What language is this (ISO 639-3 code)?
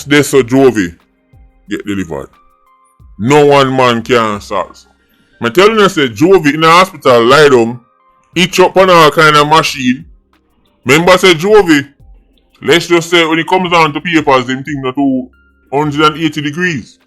jam